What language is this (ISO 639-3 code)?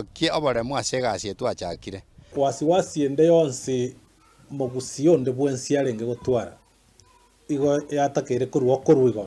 guz